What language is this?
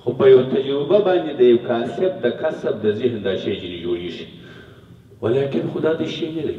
Pashto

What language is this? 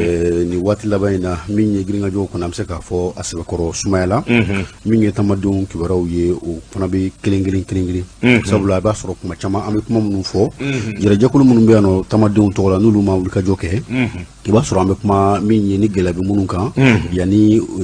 Bambara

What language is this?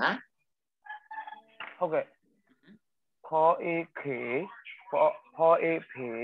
Thai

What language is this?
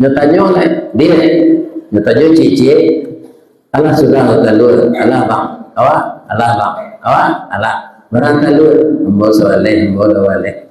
Minangkabau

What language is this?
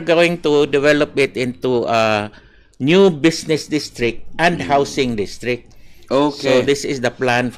Cebuano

